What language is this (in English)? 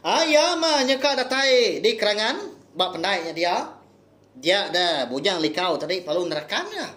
Iban